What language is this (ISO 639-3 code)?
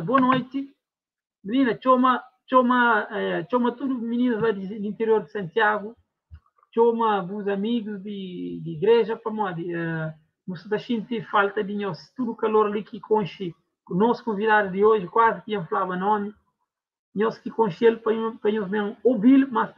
kea